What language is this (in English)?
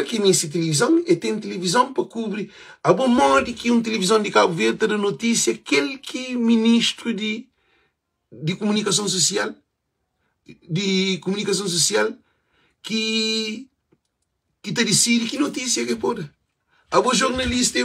Kabuverdianu